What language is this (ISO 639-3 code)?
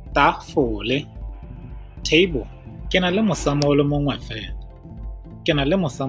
tsn